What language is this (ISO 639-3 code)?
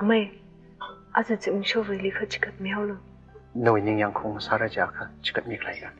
nmf